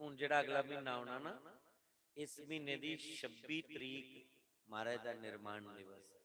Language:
Dogri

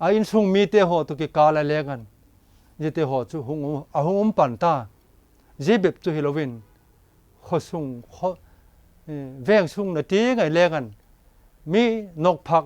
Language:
Vaiphei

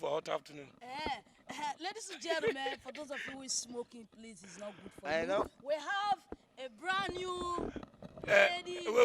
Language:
Nigerian Pidgin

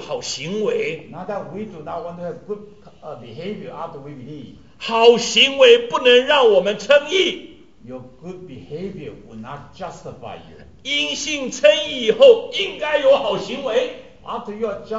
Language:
Chinese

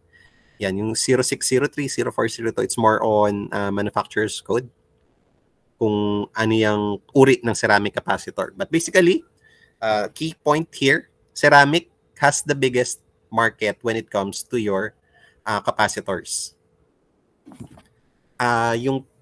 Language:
Filipino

